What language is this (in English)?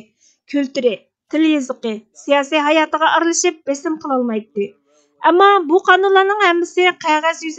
Uyghur